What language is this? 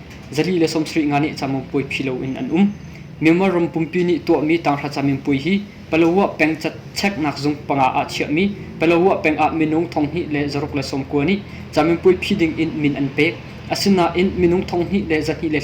Hakha Chin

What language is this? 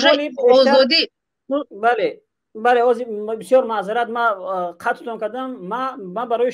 Tajik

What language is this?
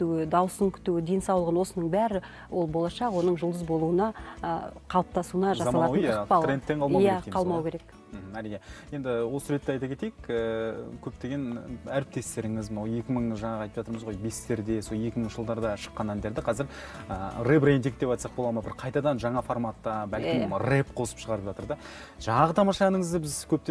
Kazakh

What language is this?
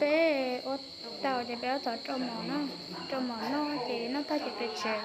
Hmong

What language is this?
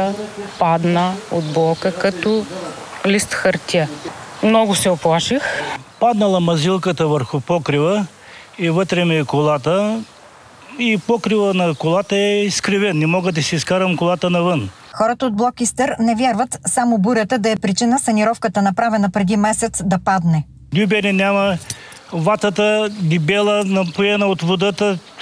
Bulgarian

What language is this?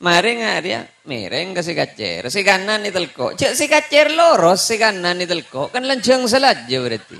Madurese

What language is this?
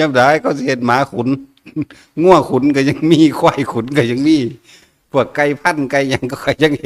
Northeastern Thai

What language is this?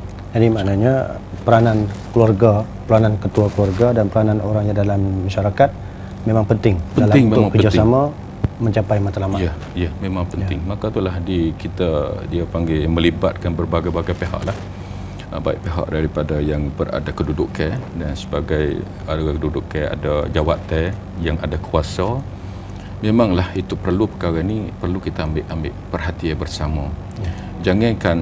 Malay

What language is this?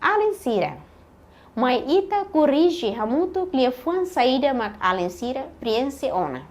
Tetum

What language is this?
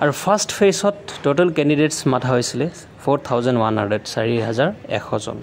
Assamese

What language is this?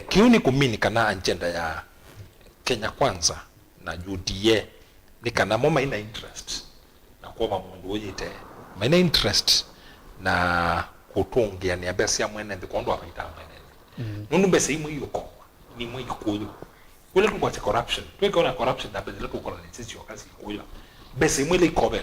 Kamba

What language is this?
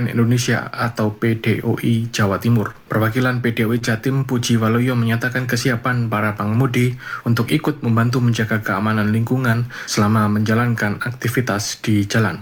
Indonesian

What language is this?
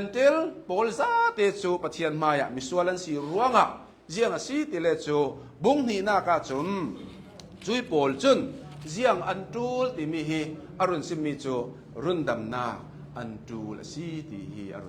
Hakha Chin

